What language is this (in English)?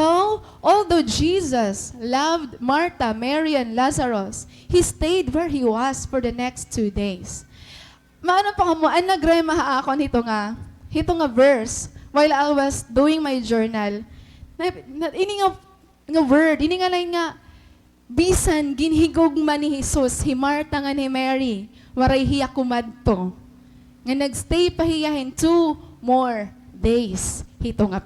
Waray